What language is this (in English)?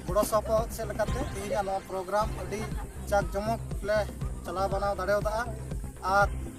Santali